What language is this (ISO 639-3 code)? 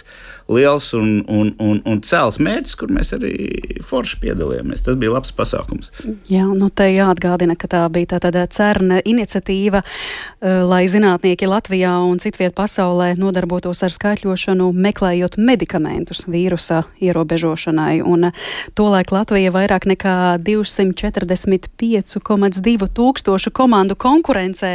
lav